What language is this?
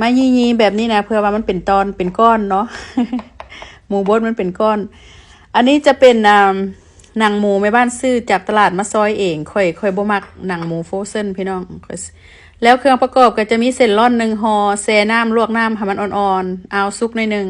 Lao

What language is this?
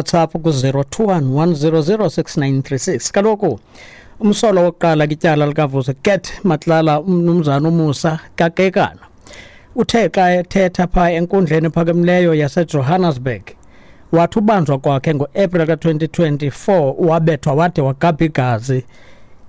Xhosa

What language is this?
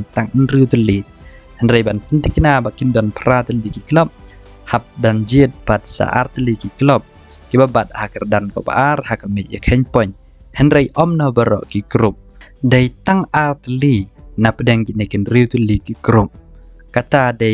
Khasi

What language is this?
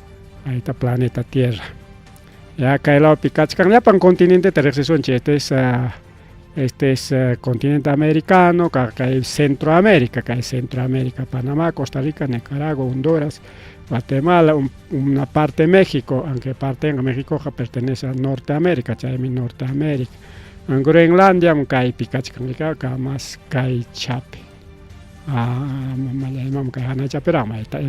Ayacucho Quechua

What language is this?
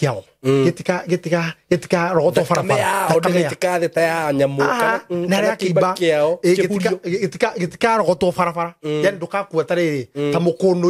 Kikuyu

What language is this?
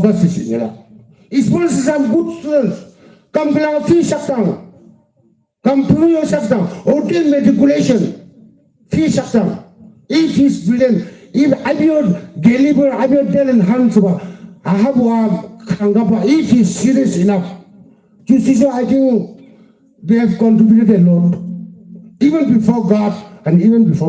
Yimchungru Naga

